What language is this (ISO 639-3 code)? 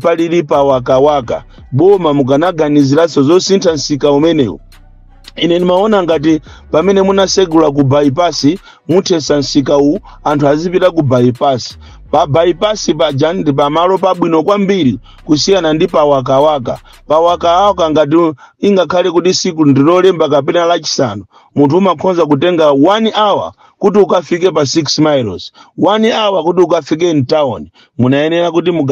nya